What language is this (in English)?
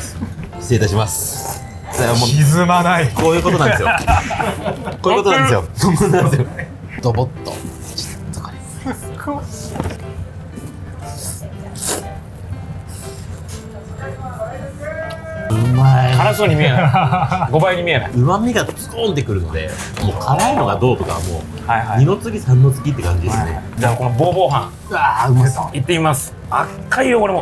Japanese